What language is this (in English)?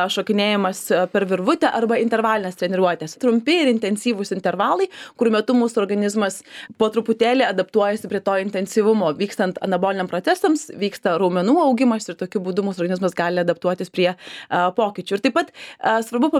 Lithuanian